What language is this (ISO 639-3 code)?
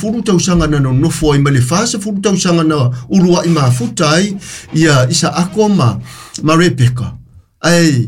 smo